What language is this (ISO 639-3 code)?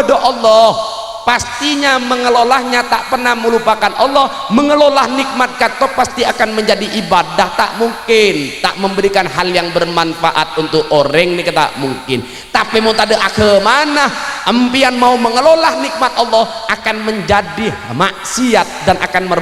mad